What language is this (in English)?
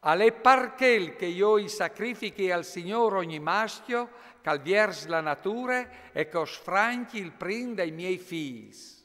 Friulian